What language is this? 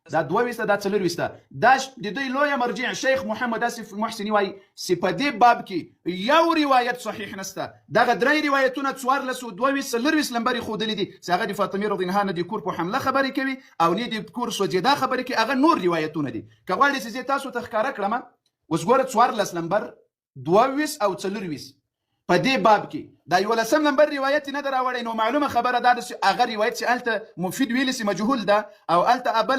Pashto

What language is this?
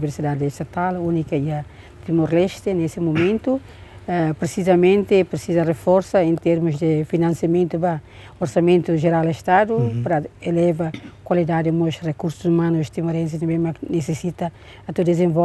Tetum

